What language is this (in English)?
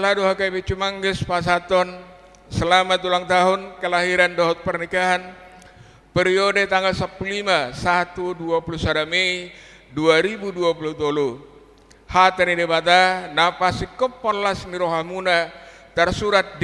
Batak Toba